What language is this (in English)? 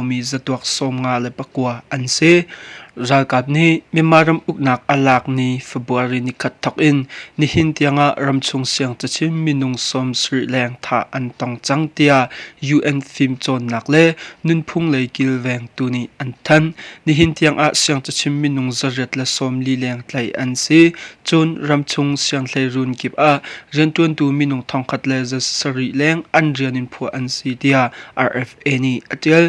Hakha Chin